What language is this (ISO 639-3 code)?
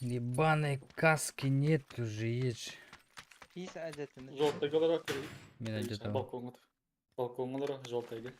sah